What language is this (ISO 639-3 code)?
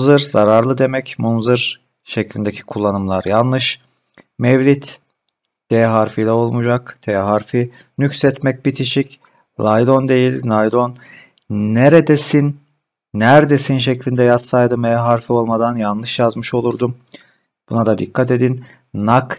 tur